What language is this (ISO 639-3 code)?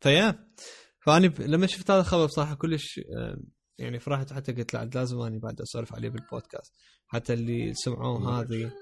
acm